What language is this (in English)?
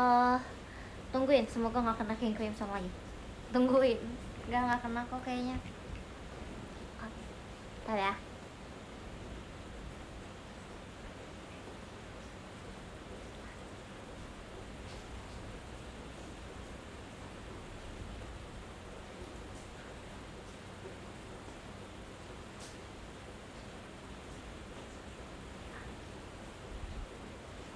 Indonesian